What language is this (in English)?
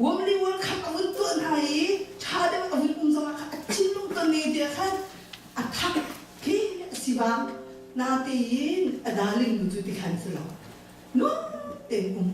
Hakha Chin